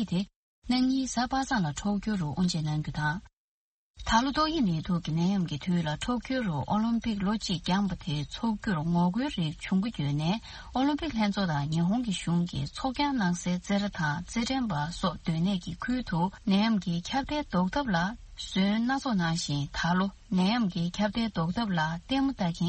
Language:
Tibetan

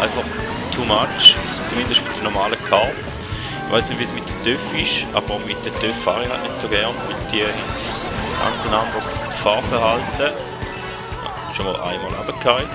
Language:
Swiss German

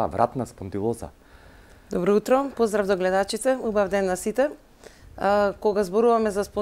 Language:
Macedonian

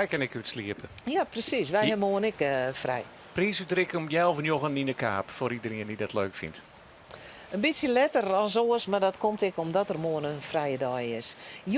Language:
Western Frisian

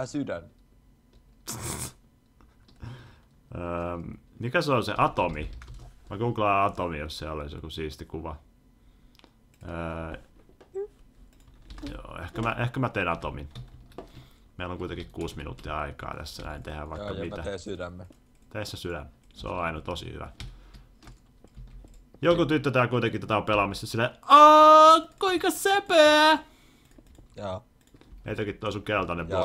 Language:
Finnish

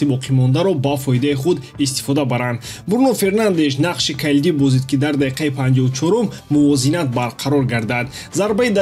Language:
Tajik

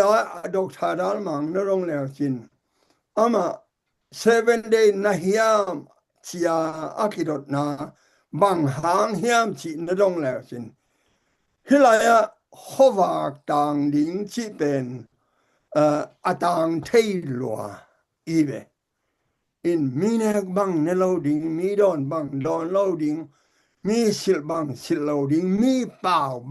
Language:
Tedim Chin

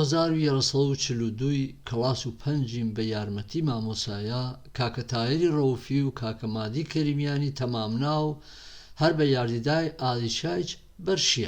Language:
Gurani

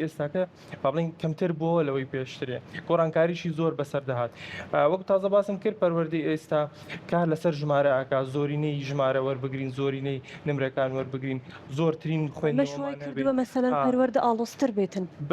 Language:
Central Kurdish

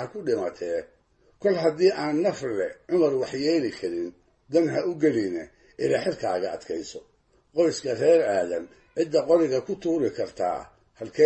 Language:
Somali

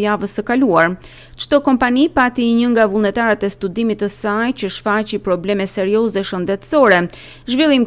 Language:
Albanian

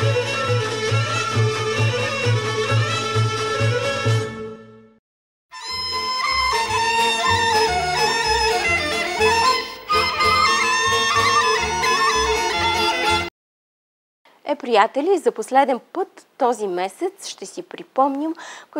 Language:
Bulgarian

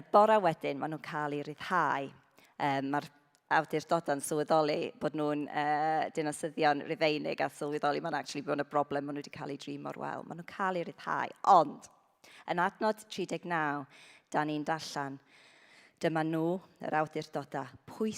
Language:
Welsh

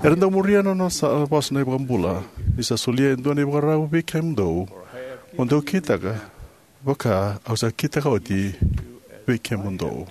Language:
Fijian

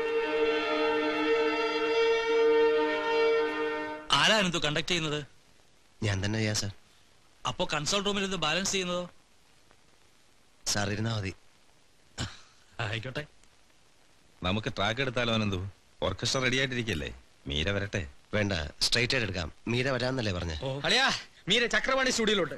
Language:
Malayalam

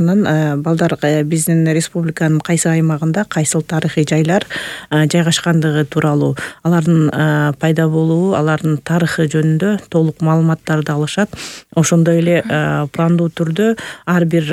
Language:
Kyrgyz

